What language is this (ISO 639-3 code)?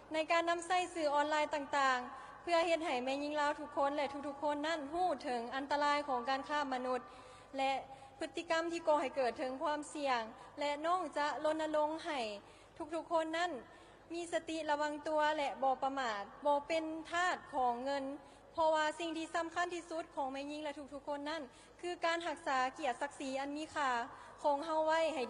lao